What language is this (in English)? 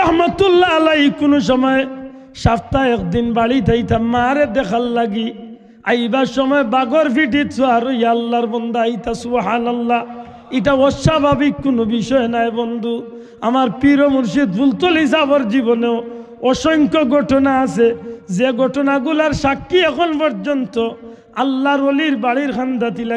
Sylheti